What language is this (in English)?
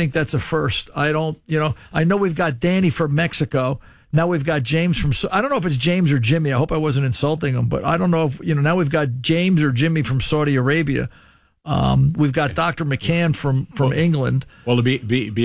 English